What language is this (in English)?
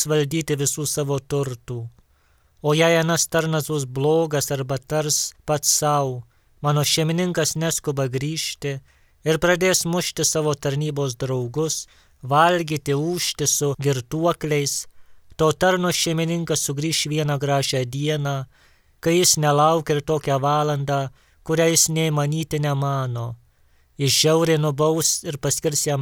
Lithuanian